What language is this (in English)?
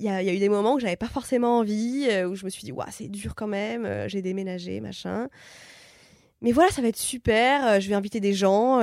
French